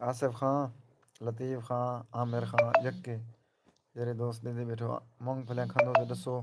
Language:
Saraiki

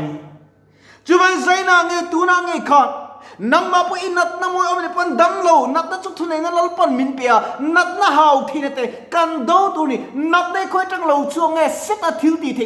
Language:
Mizo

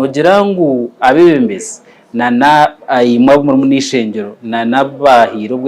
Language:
Nyankole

